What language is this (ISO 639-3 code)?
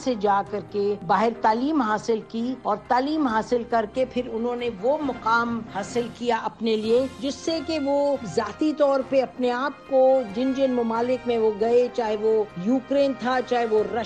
urd